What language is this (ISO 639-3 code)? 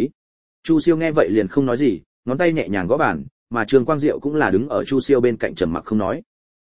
vie